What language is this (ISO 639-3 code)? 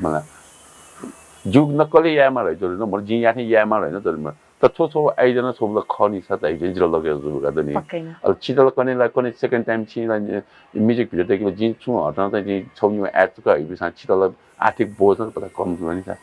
new